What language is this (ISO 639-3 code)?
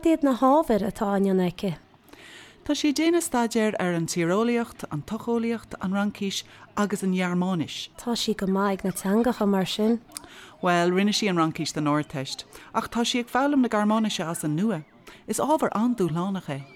gle